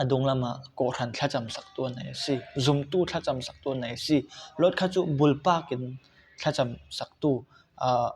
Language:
Falam Chin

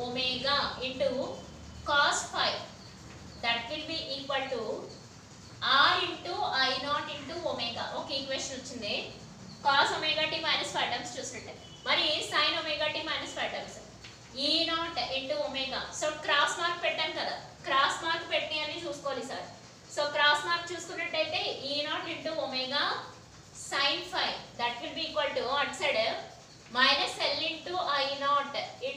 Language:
Telugu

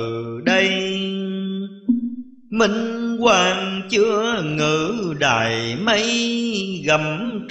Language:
Vietnamese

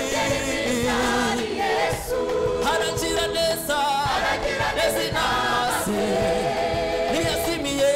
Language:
Kinyarwanda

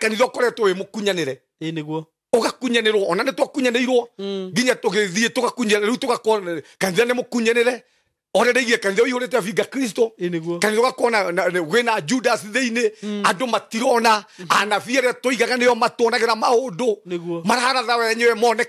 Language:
Kikuyu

